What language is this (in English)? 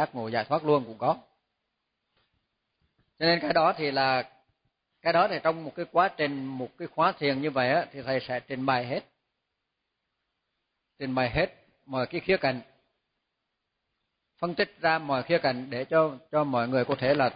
Vietnamese